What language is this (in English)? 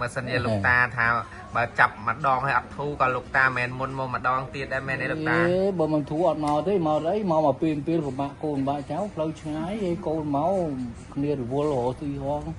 Khmer